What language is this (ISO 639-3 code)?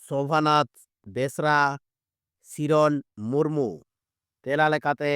sat